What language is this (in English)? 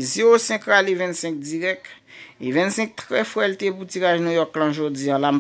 Haitian Creole